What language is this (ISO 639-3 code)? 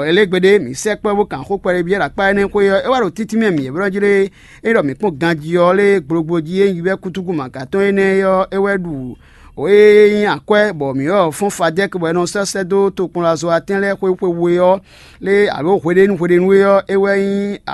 fon